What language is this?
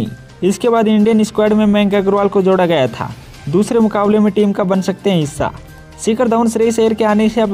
Hindi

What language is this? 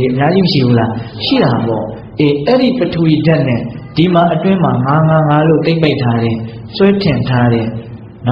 Burmese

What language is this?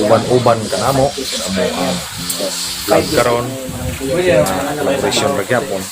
Cebuano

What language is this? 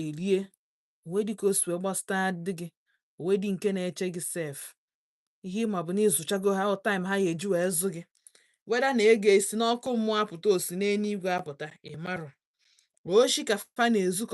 Igbo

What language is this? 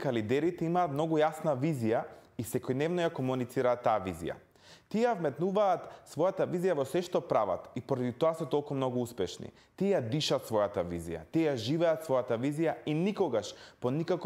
Macedonian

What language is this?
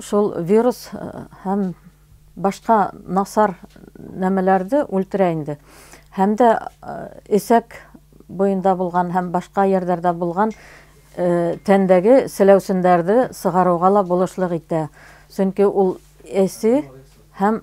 Bashkir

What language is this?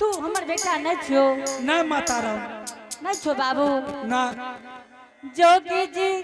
Angika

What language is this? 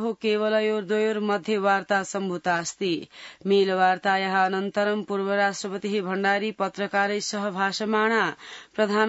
Sanskrit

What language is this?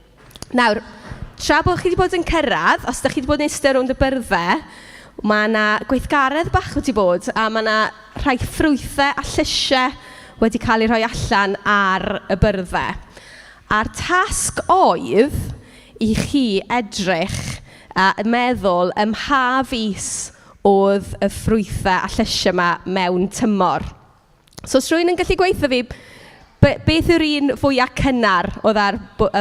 Welsh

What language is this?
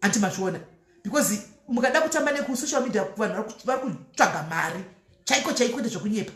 Shona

